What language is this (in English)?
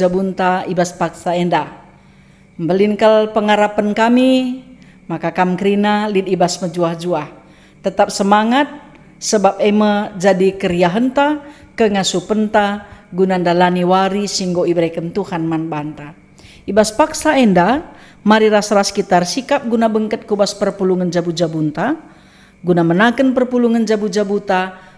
Batak Karo